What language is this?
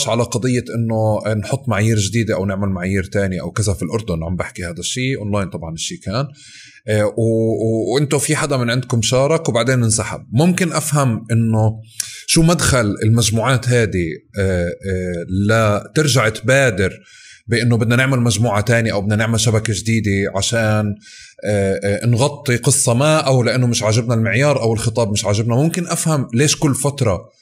North Levantine Arabic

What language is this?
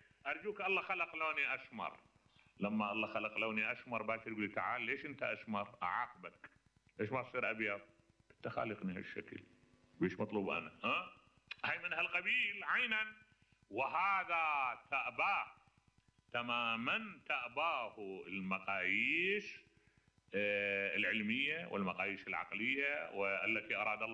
Mesopotamian Arabic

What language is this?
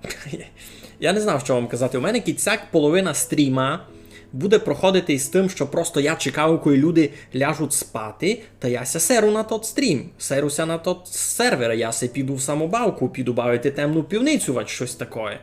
Rusyn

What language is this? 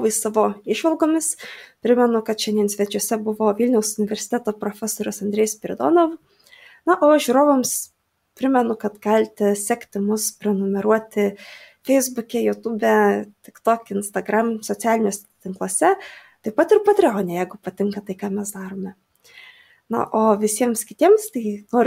Lithuanian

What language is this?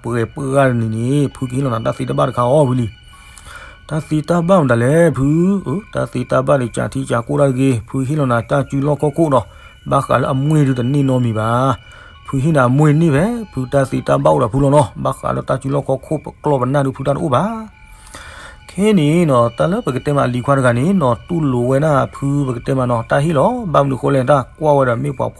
S'gaw Karen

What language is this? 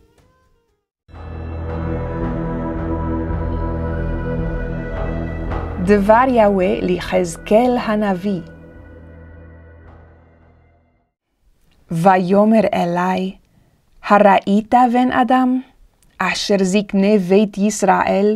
Hebrew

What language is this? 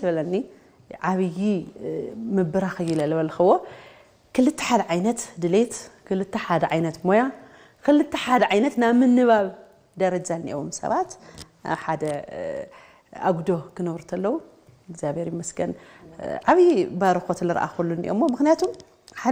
Tigrinya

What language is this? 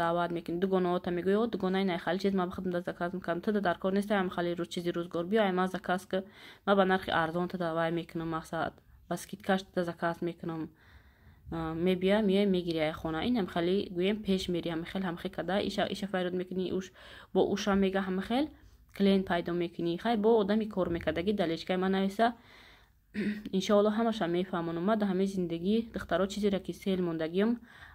Tajik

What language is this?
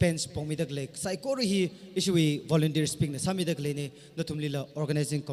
Tangkhul Naga (India)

